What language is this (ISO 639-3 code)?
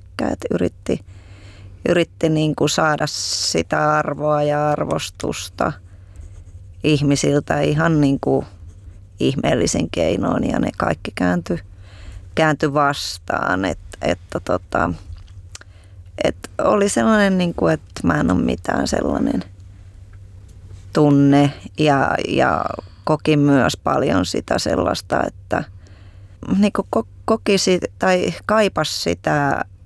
fin